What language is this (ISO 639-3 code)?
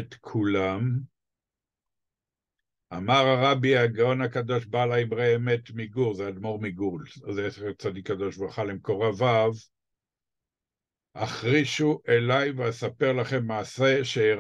heb